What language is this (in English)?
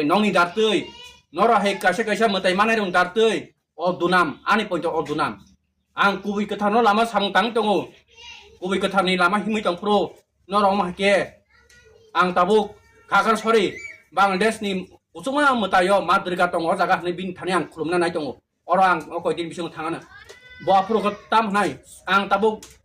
Kok Borok